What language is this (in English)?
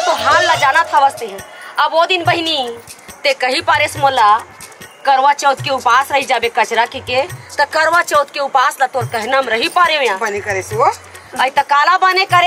Chhattisgarhi